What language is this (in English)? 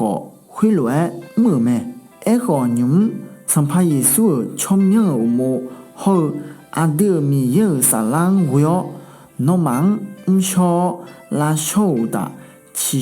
Akha